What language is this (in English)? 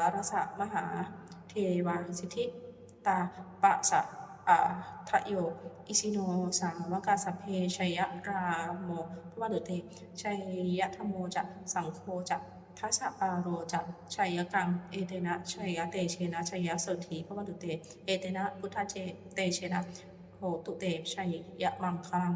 Pali